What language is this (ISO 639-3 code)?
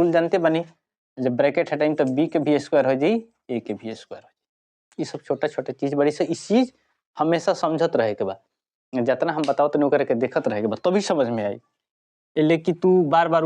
bho